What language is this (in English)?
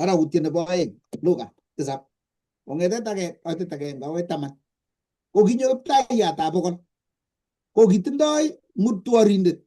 Kalenjin